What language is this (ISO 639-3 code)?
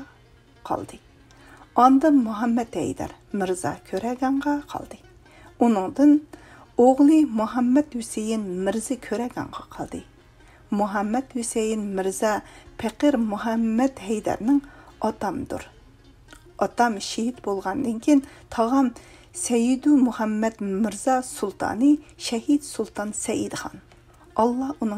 uig